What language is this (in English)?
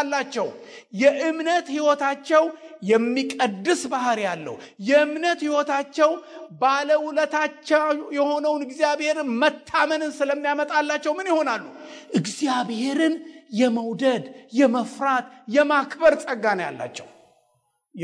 Amharic